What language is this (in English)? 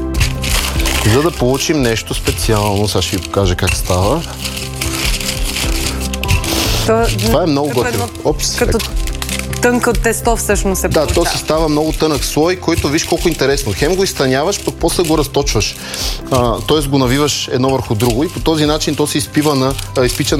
Bulgarian